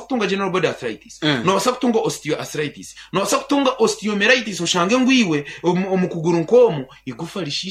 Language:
Nyankole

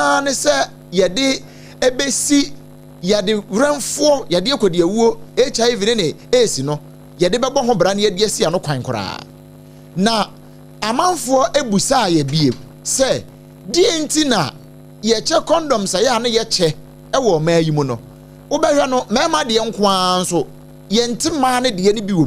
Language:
Akan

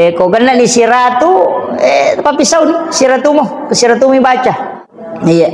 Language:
Buginese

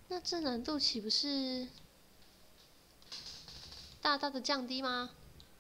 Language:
Chinese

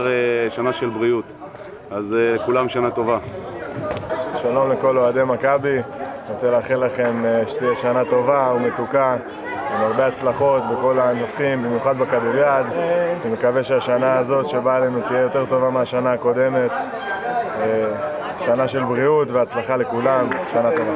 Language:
Hebrew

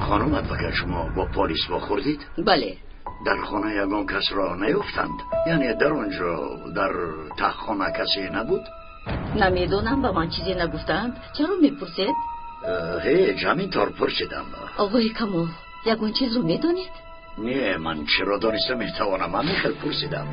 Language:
Tajik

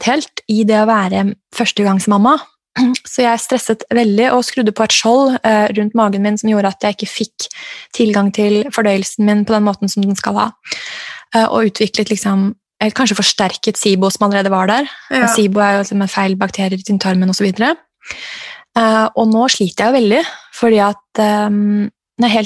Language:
Norwegian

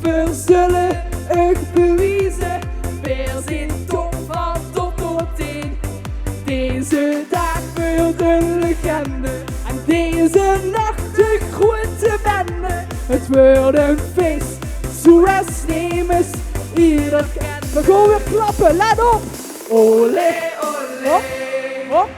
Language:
Limburgish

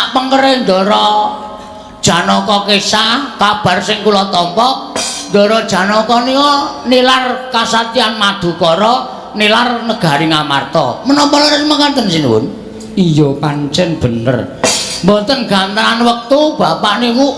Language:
Javanese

